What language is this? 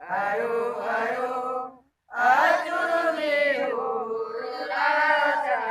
Santali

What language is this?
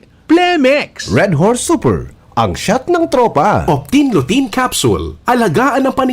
Bikol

